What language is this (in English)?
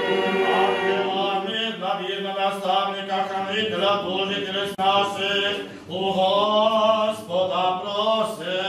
Rusyn